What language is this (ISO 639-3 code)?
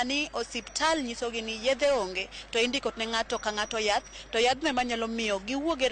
luo